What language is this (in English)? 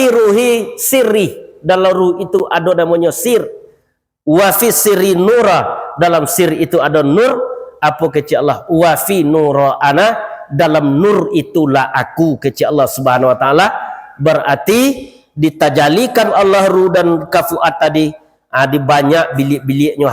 Minangkabau